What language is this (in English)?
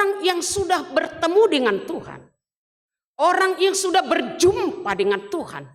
Batak Toba